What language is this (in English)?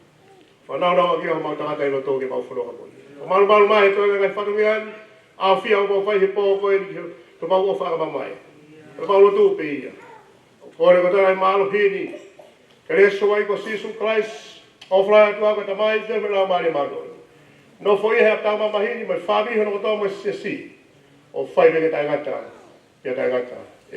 Tongan